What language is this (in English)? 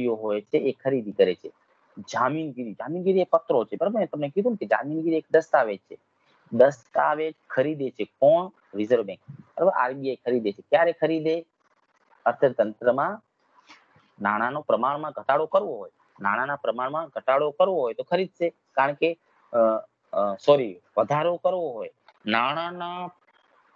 Gujarati